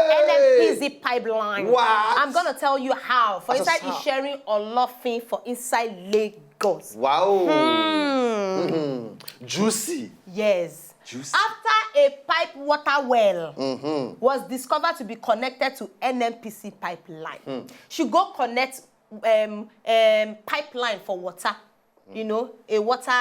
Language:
Nigerian Pidgin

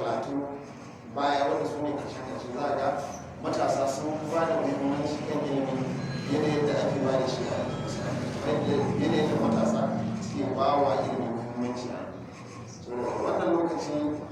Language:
Hausa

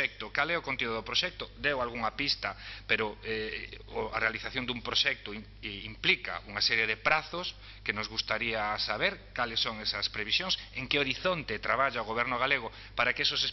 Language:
Galician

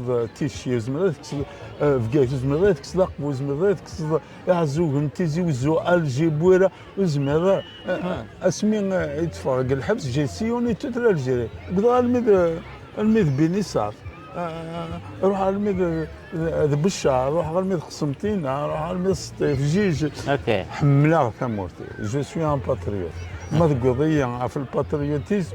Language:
Kabyle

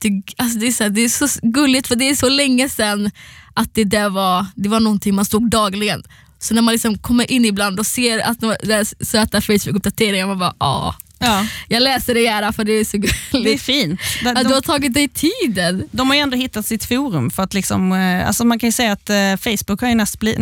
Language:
Swedish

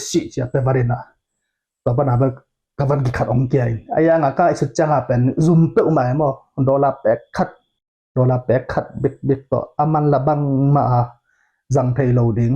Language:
Tedim Chin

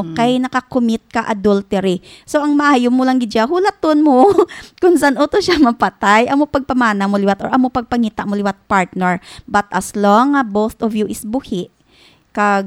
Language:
Hiligaynon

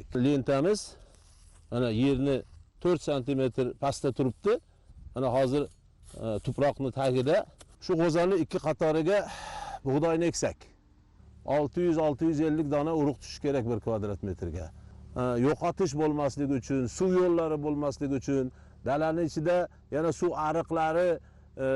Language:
Uzbek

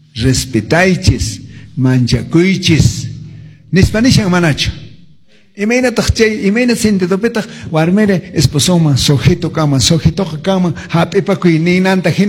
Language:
Quechua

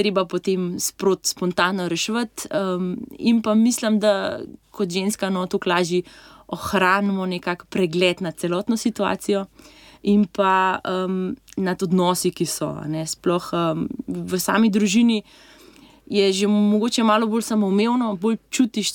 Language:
Slovenian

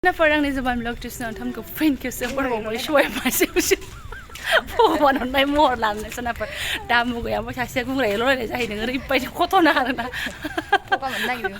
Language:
Bodo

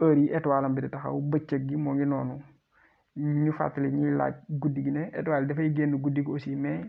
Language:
Wolof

